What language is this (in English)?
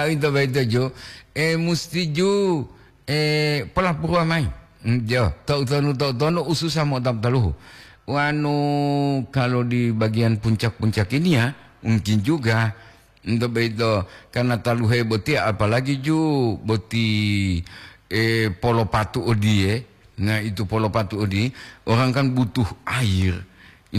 Gorontalo